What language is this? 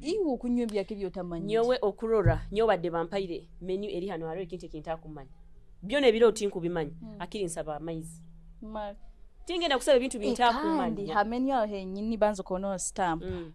Nyoro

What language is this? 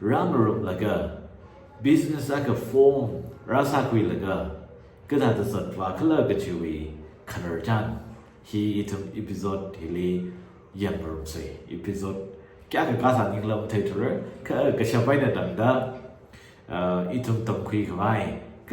Tangkhul Naga (India)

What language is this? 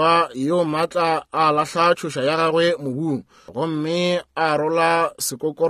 Northern Sotho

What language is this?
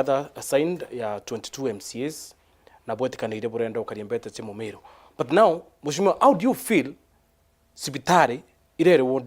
Meru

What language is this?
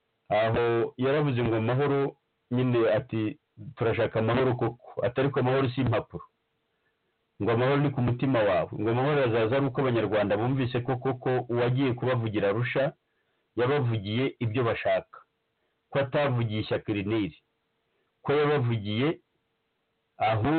Kinyarwanda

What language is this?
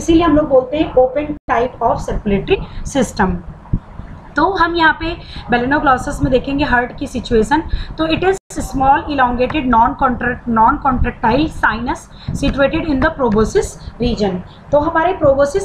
Hindi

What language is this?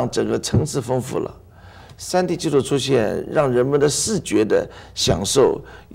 Chinese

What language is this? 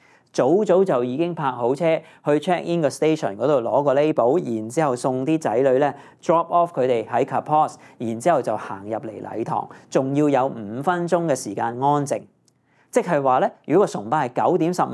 Cantonese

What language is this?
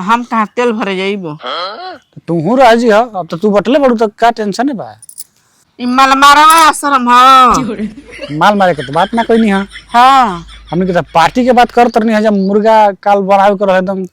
Bhojpuri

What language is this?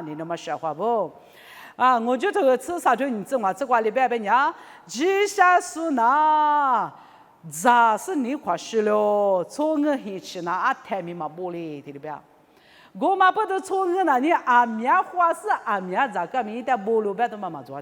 Lisu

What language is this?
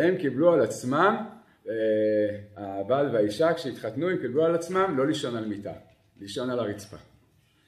Hebrew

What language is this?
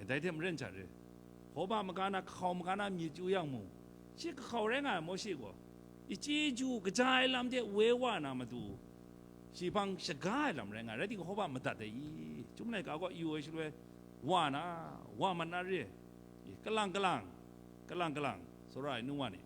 Kachin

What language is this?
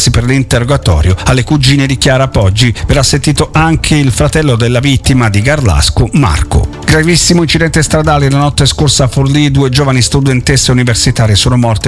Italian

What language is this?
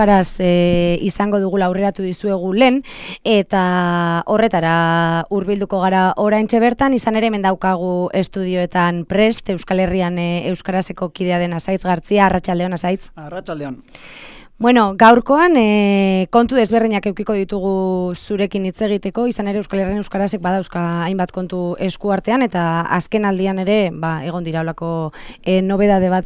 Basque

